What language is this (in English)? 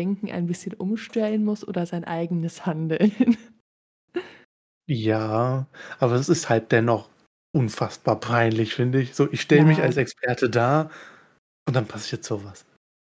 German